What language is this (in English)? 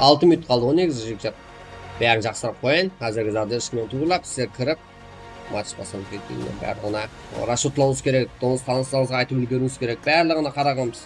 Kara-Kalpak